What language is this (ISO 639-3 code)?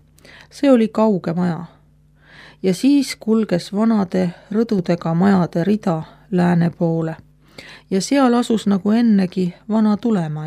est